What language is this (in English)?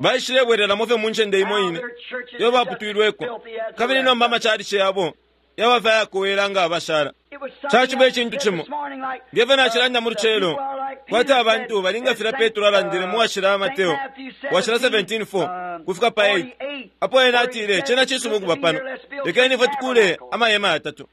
Bemba